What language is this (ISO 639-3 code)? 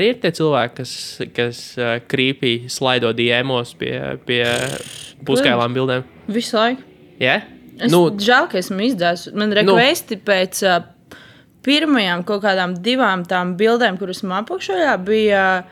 lav